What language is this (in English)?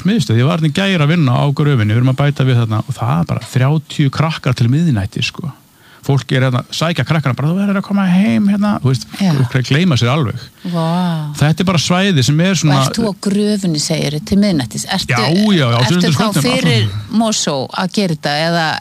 Icelandic